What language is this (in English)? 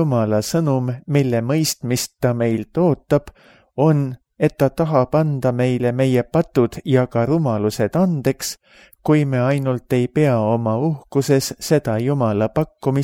Estonian